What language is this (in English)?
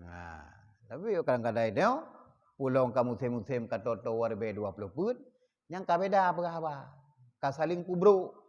Achinese